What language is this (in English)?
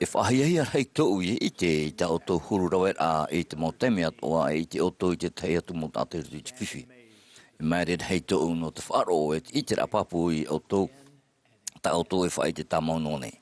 Tahitian